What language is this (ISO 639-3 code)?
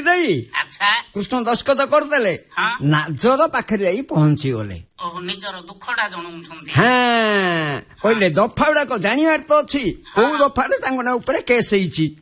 ori